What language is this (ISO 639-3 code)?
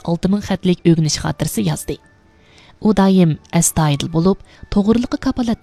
uig